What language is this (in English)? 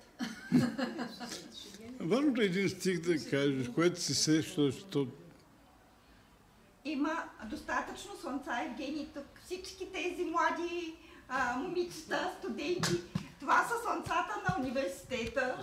Bulgarian